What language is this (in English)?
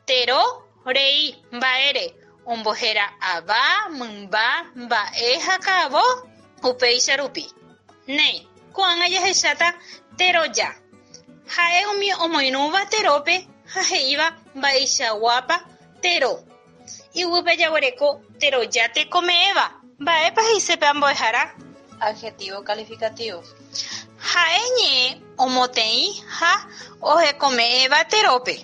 Guarani